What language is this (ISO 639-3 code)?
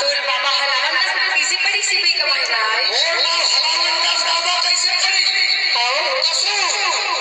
hne